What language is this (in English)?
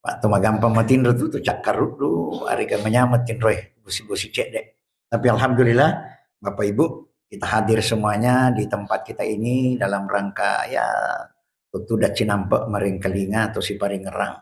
Buginese